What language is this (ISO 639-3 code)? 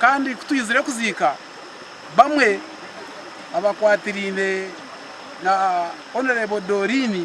nyn